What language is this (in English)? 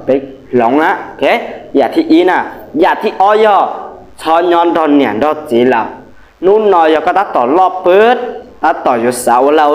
Hmong